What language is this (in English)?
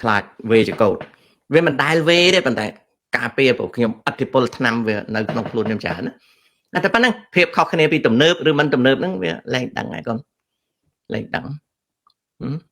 Khmer